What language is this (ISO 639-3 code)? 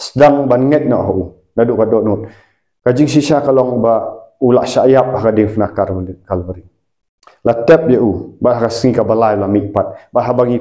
kha